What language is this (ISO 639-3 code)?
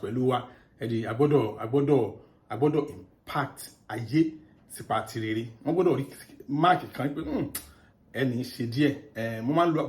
yor